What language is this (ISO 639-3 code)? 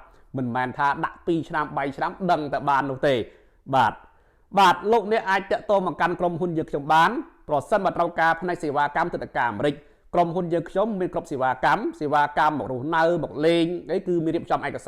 khm